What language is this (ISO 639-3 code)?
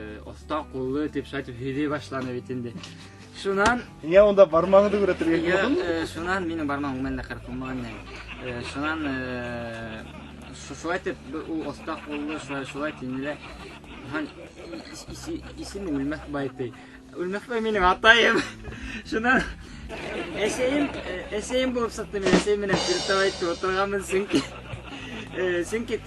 bak